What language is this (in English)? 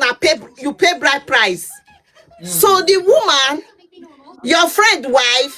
Nigerian Pidgin